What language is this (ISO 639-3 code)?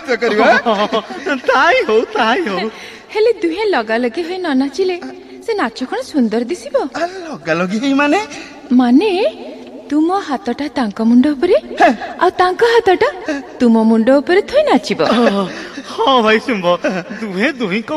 ori